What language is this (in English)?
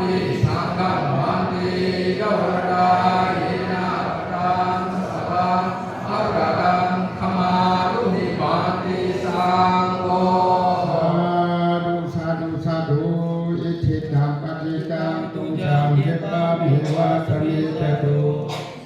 Pali